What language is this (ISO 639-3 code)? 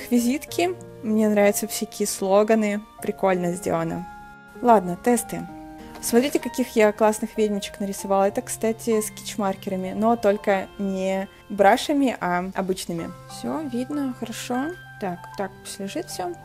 rus